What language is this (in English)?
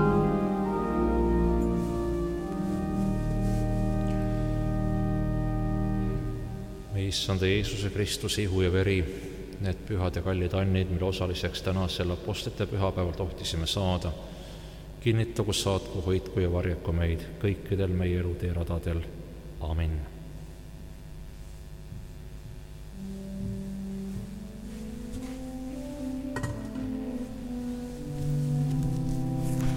Estonian